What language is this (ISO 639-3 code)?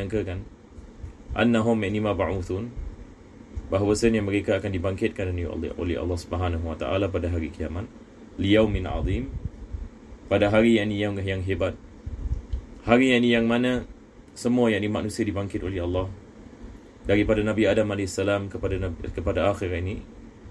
msa